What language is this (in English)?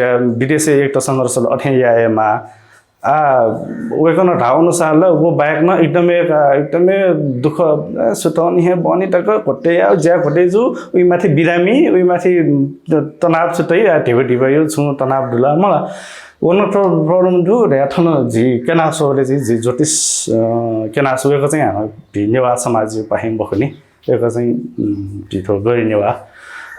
Newari